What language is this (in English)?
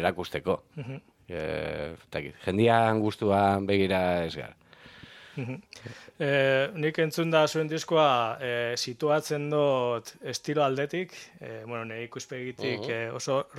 Basque